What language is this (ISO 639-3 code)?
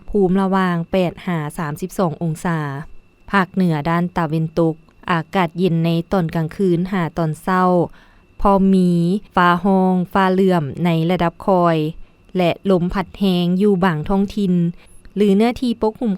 lao